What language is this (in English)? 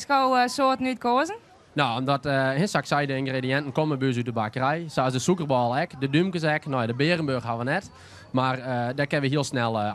Western Frisian